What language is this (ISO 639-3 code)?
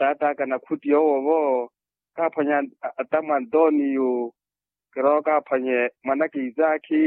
vmw